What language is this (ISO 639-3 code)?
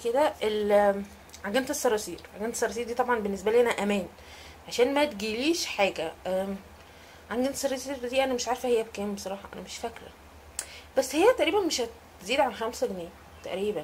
arz